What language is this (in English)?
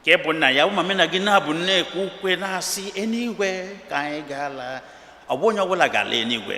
Igbo